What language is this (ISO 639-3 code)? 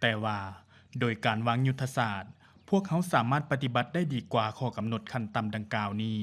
lao